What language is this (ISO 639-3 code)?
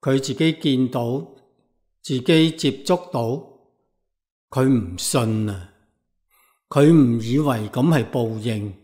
yue